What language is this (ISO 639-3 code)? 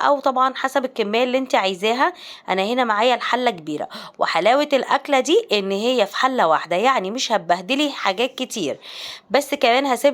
arz